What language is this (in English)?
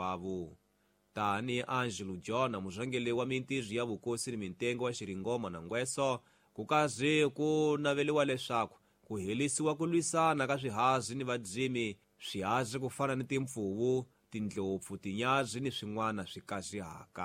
Tsonga